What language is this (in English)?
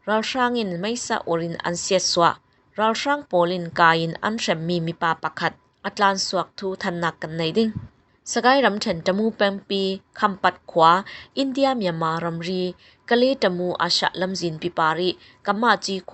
Falam Chin